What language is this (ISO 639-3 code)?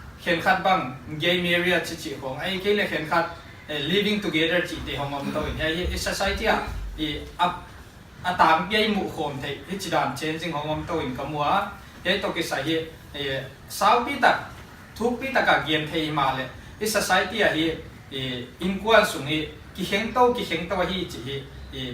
pck